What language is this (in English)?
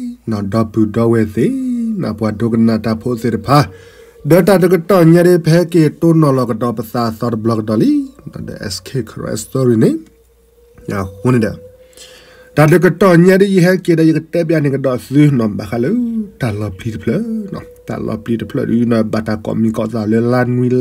S'gaw Karen